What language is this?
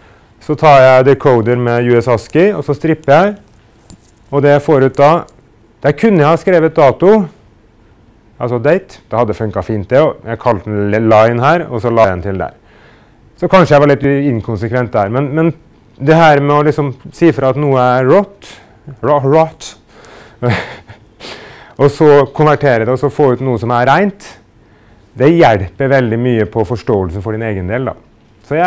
Norwegian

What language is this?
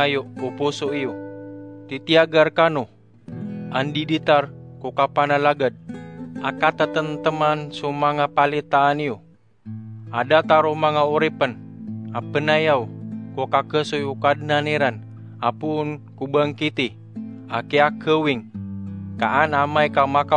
Maranao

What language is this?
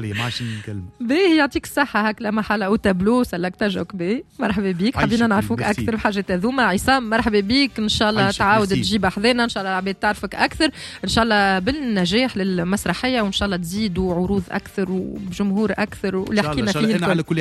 Tunisian Arabic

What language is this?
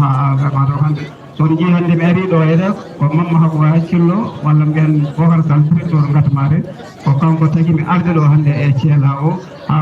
Fula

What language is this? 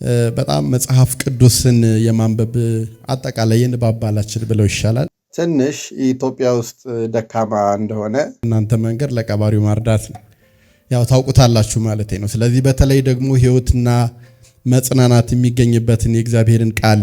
Amharic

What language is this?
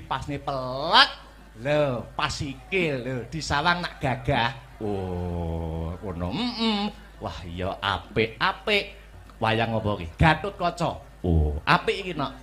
Javanese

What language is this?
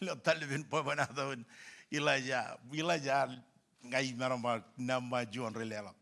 Marshallese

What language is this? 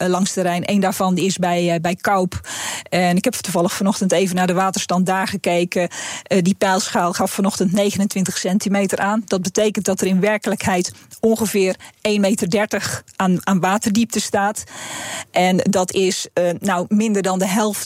Dutch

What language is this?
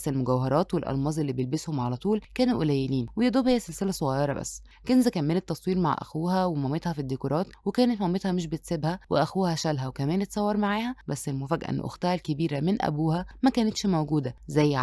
Egyptian Arabic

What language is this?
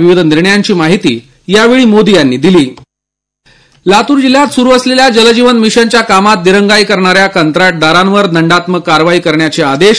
Marathi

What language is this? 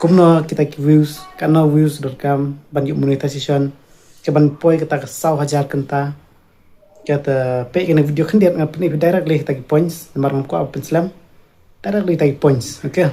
Khasi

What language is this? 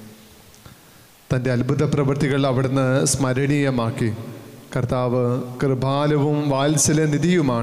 Malayalam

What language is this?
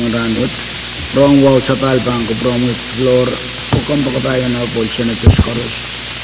Pohnpeian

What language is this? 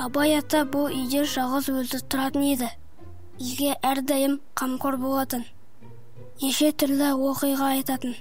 Kazakh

